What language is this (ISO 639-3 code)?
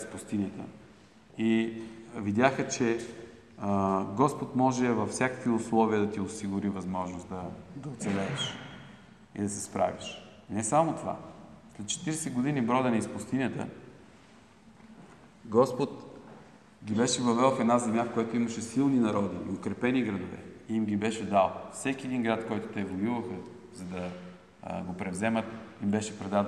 bul